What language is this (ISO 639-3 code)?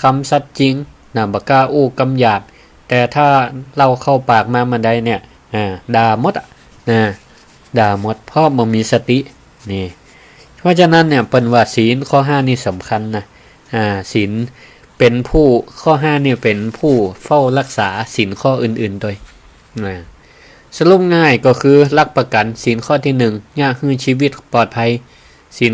nod